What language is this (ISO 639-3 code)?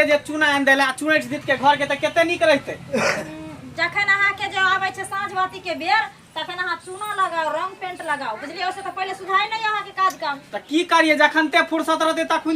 mai